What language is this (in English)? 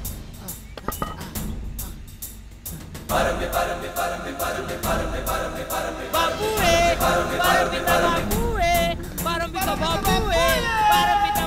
Marathi